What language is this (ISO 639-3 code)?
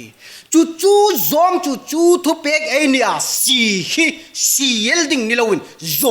hmr